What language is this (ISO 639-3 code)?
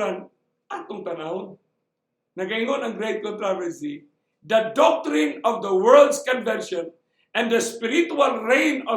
ceb